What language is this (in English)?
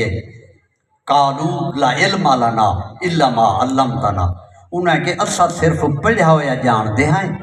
Saraiki